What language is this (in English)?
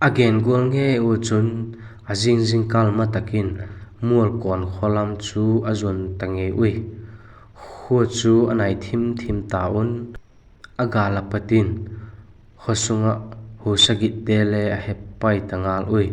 Vaiphei